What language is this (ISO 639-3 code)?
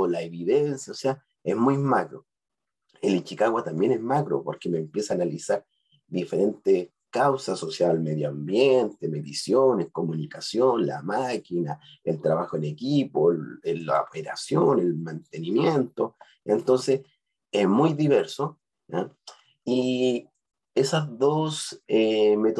spa